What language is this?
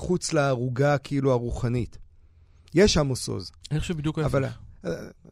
Hebrew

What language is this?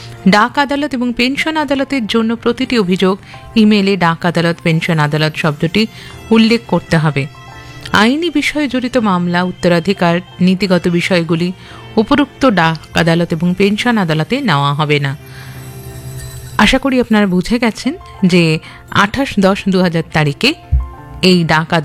Bangla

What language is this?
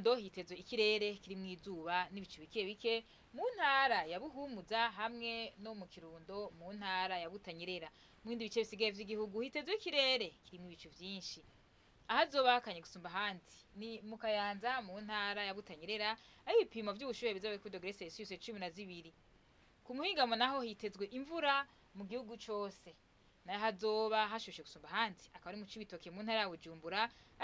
Rundi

